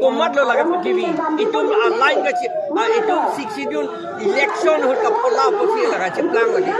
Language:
Karbi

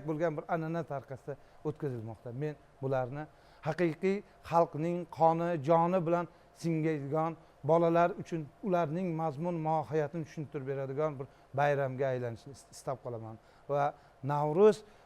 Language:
Uzbek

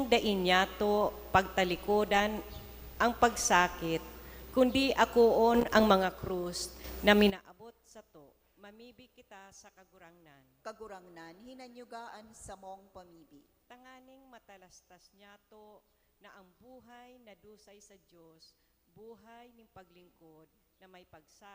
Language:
Bikol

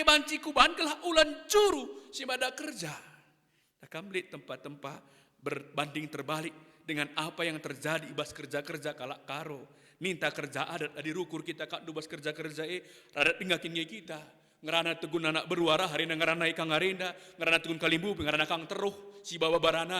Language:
Batak Karo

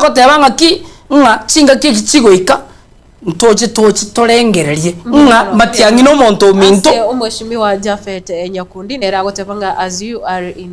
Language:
Gusii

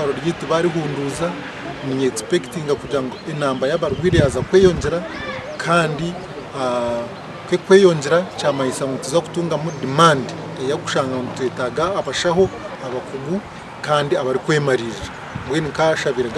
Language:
Nyankole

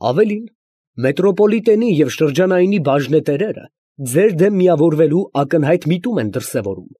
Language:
Armenian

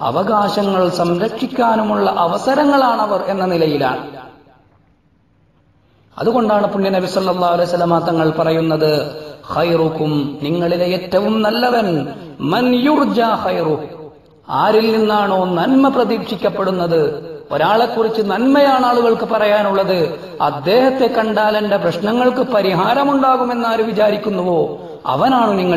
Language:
Malayalam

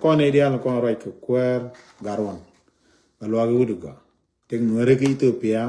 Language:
Nuer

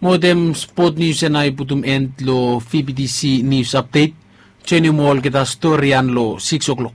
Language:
Bislama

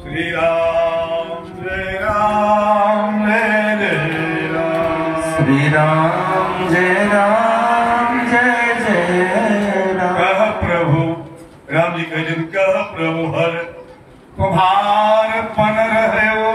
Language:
Maithili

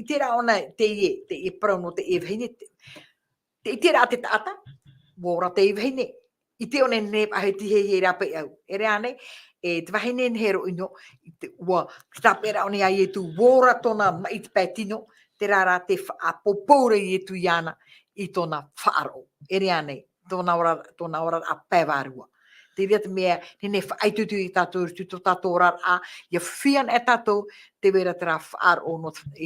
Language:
Tahitian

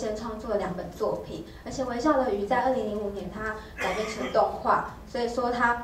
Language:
Chinese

